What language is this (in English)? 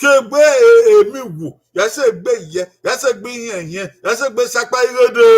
Bini